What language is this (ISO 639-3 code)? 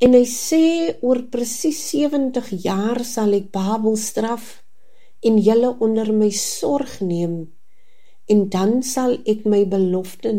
afr